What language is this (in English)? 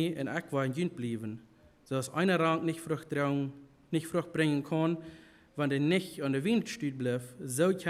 Plautdietsch